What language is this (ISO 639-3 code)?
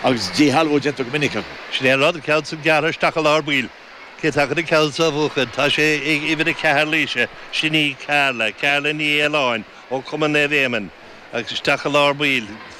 gle